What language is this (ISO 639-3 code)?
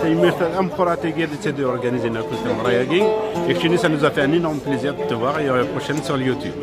kab